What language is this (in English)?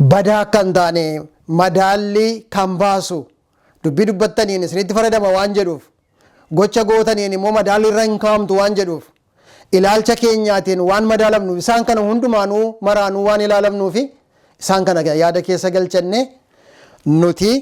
Oromo